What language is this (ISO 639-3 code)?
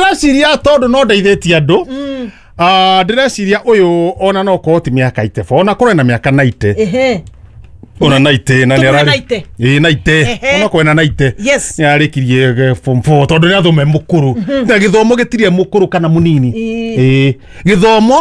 kik